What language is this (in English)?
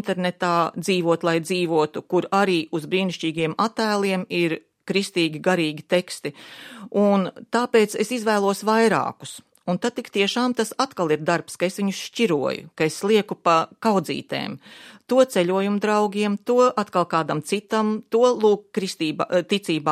Latvian